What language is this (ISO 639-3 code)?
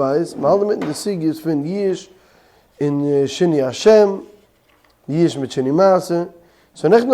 yid